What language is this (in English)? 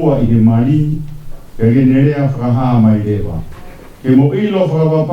Tongan